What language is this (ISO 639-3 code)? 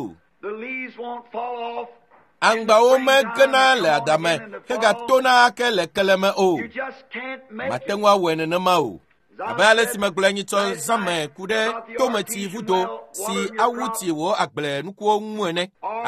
ewe